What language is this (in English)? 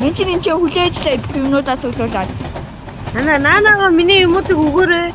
Mongolian